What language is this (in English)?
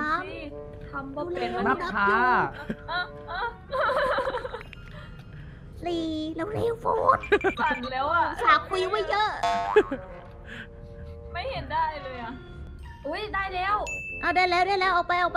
Thai